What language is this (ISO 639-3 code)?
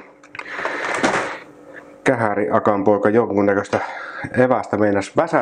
fin